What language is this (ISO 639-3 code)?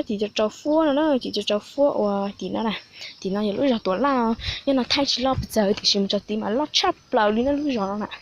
hmn